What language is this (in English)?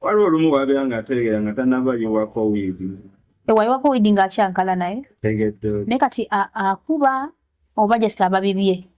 Ganda